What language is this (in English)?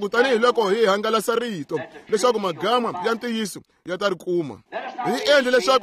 Tsonga